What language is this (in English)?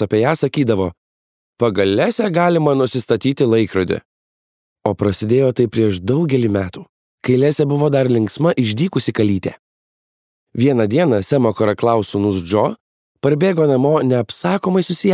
Lithuanian